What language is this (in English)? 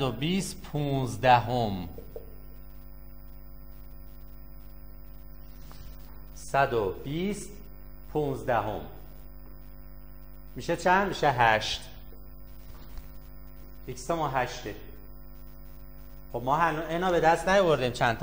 Persian